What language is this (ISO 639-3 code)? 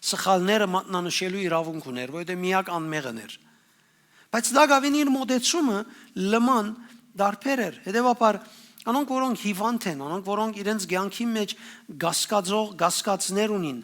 hyw